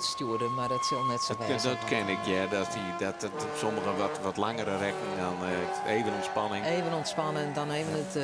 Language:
Western Frisian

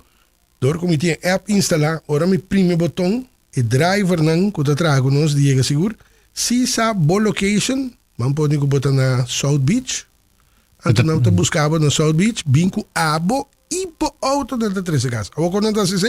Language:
Papiamento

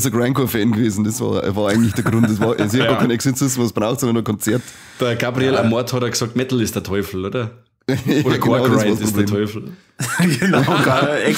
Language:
Bavarian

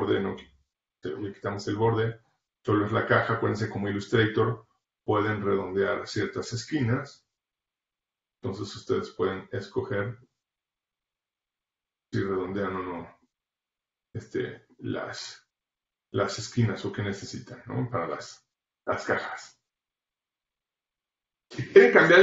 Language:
Spanish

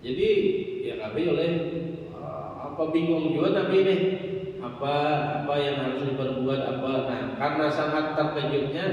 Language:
Banjar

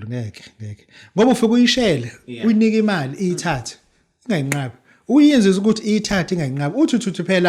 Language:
Zulu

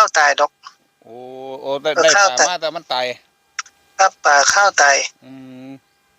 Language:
Northeastern Thai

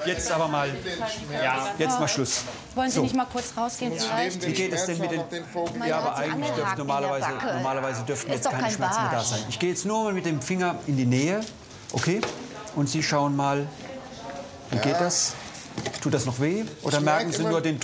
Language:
German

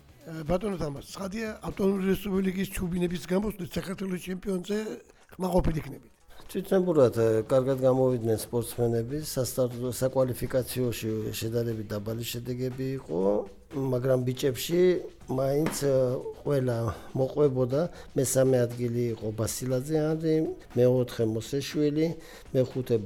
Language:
Georgian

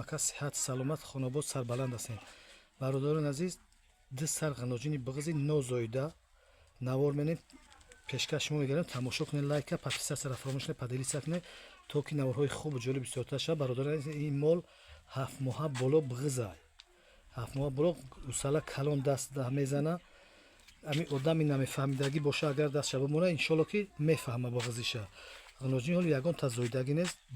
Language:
Tajik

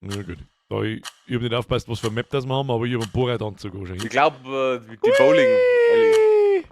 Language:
Bavarian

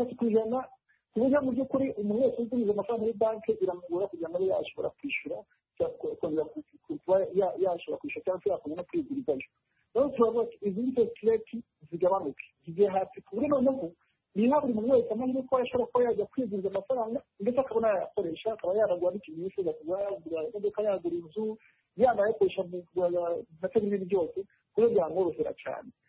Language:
Kinyarwanda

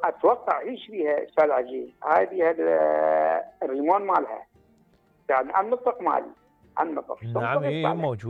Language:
Mesopotamian Arabic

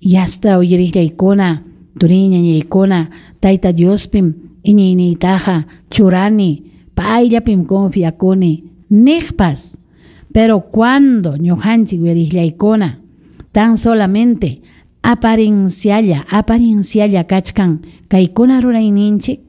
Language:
Ayacucho Quechua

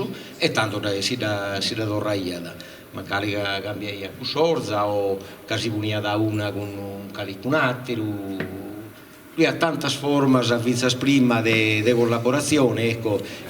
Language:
Sardinian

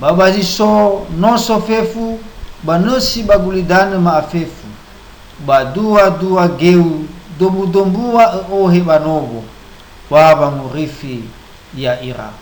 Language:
Nias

